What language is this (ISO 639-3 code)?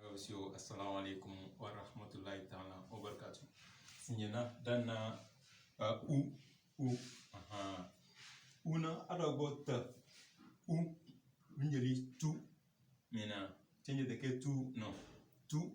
kdh